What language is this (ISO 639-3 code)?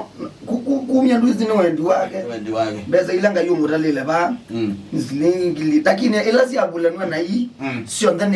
kam